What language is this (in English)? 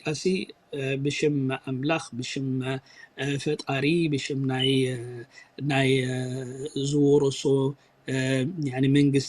Tigrinya